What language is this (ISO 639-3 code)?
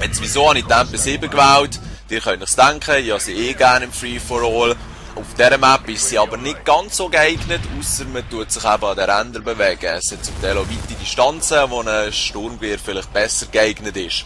gsw